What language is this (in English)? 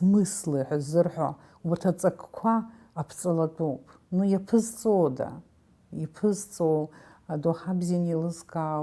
Abkhazian